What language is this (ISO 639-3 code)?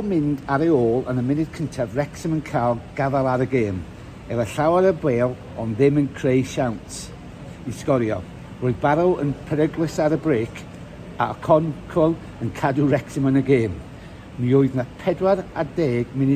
cym